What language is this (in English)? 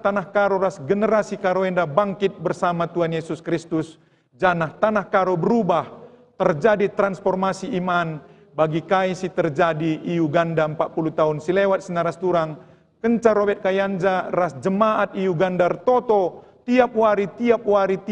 Batak Karo